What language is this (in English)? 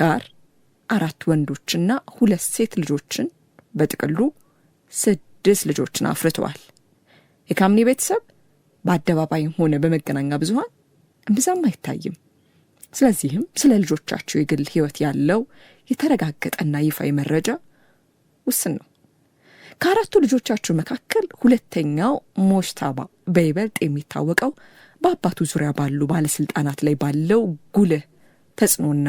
Amharic